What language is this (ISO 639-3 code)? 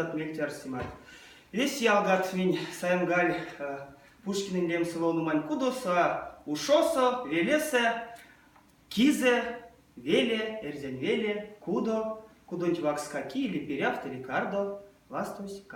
myv